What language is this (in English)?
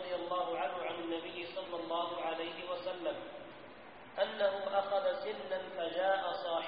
Arabic